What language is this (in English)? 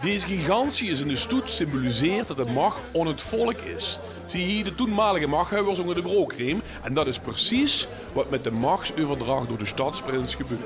Limburgish